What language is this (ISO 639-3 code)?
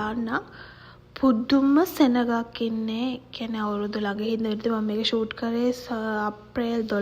sin